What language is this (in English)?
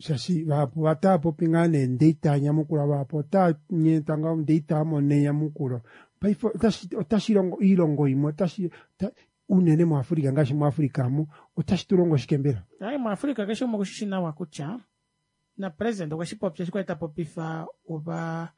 Kuanyama